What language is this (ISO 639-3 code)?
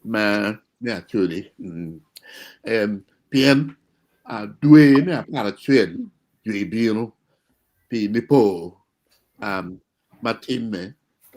ach